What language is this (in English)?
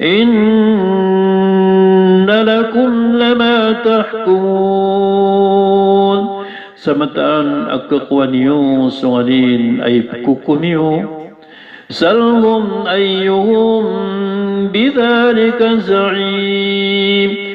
Maranao